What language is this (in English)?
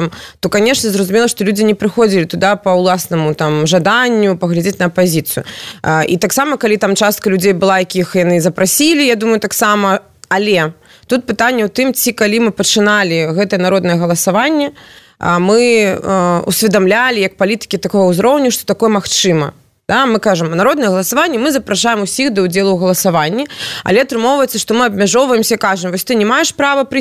Belarusian